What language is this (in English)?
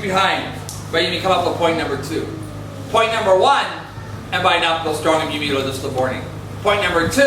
Tok Pisin